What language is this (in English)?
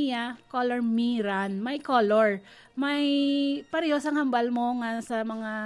Hiligaynon